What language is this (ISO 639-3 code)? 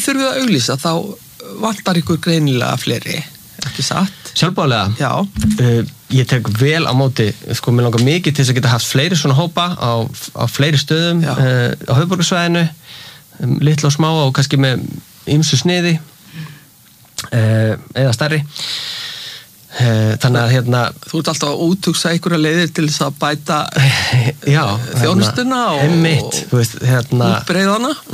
isl